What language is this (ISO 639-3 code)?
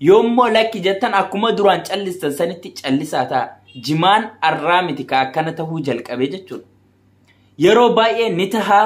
orm